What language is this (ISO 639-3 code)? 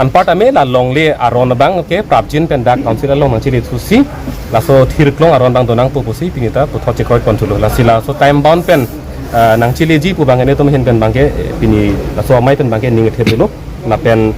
mjw